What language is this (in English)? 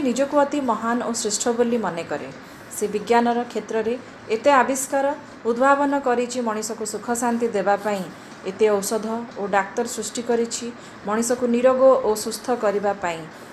Odia